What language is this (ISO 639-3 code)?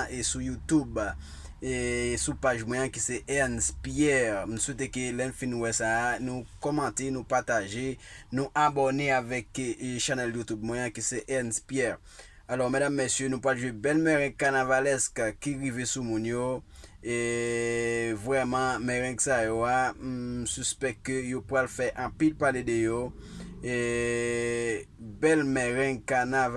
hat